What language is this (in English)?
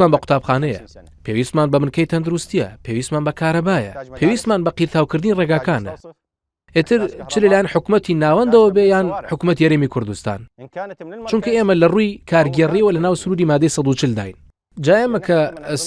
Central Kurdish